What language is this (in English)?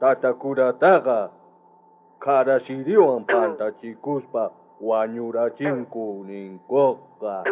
South Bolivian Quechua